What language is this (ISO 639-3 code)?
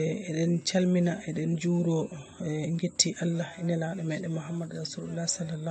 ful